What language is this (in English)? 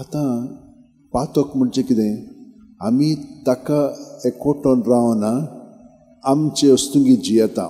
Konkani